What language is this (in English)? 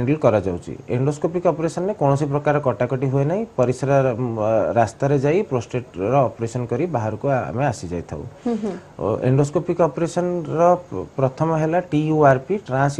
Odia